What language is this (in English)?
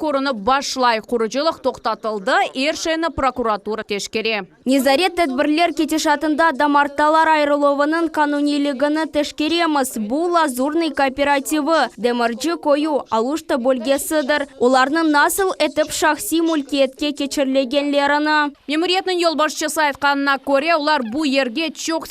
Crimean Tatar